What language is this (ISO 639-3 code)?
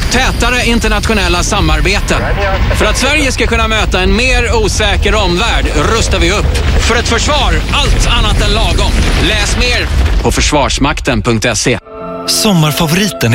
swe